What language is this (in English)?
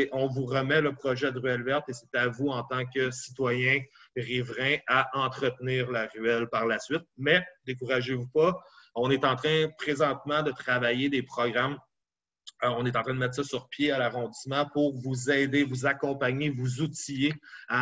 French